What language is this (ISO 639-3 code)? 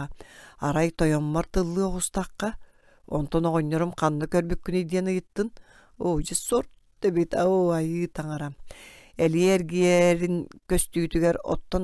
sah